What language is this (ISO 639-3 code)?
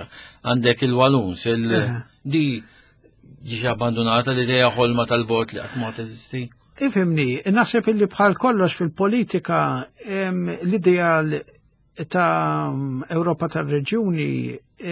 mlt